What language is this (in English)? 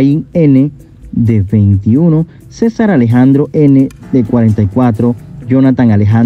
Spanish